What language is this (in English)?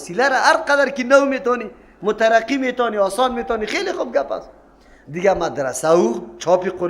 Persian